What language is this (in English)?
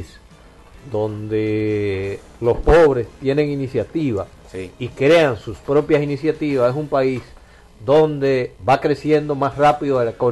Spanish